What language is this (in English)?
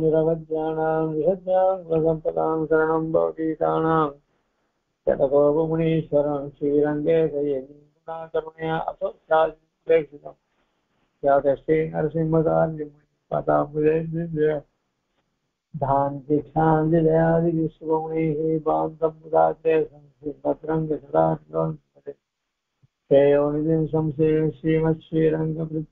Tamil